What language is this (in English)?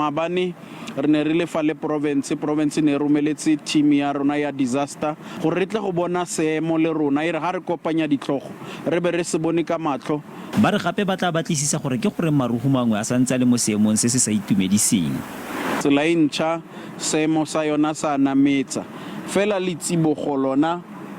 Tswana